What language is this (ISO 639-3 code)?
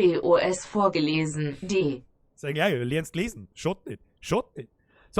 bar